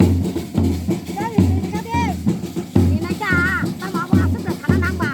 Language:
Kok Borok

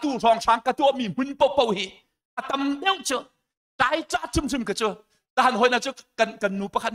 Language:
Hakha Chin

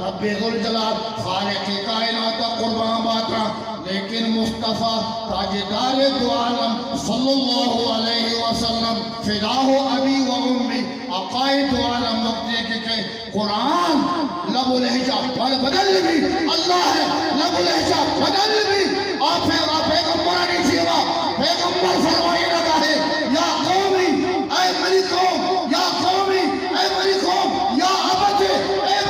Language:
Eastern Balochi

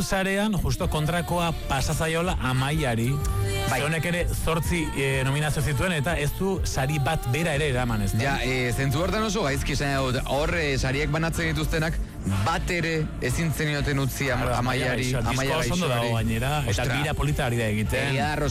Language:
Basque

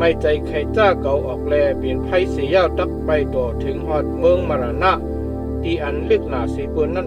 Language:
Shan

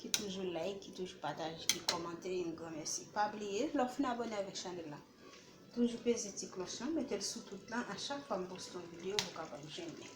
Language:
Haitian Creole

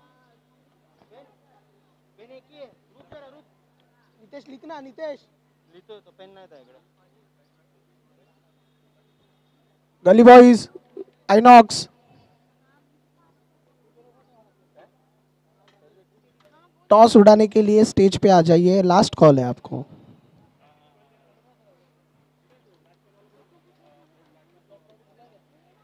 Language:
Marathi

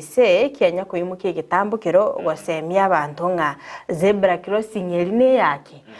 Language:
Gusii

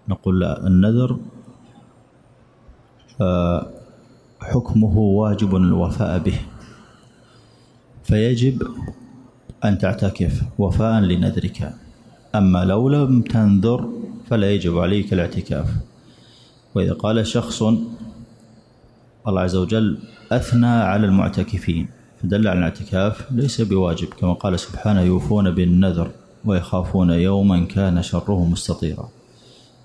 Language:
Arabic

